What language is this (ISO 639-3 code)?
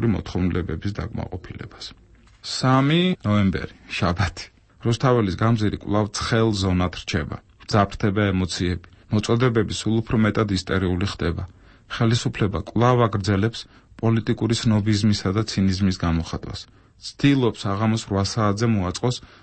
kat